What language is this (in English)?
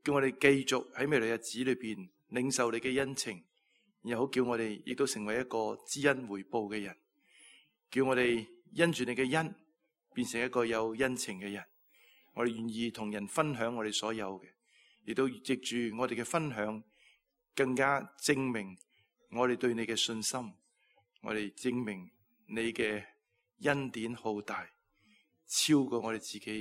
Cantonese